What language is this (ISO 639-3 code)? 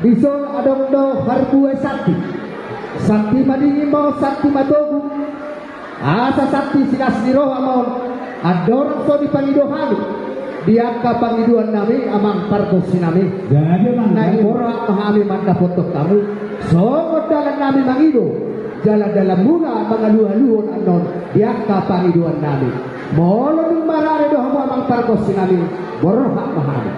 bbc